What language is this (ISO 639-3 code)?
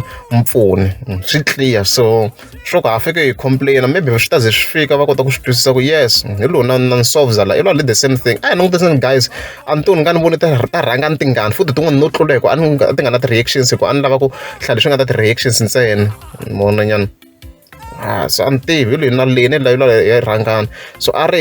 tso